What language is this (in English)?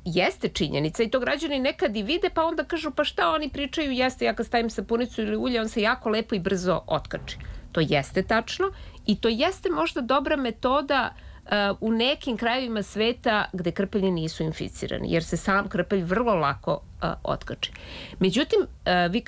Serbian